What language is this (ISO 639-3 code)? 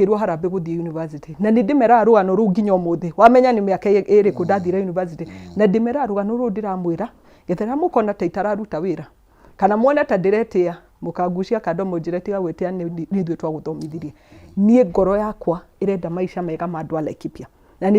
kik